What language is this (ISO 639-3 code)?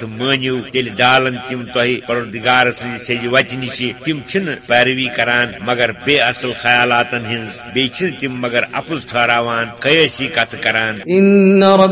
kas